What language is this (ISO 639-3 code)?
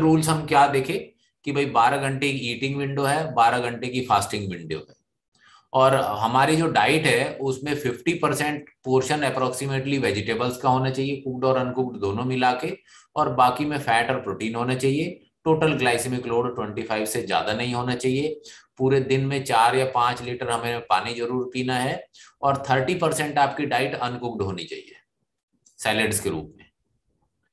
hin